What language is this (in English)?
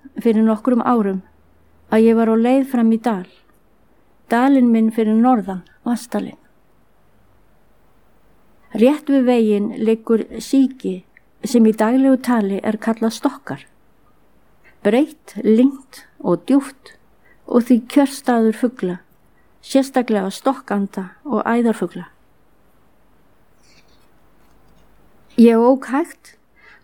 Icelandic